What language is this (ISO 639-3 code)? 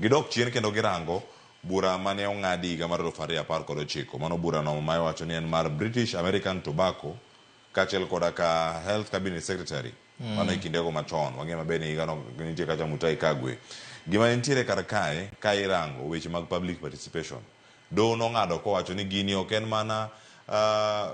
luo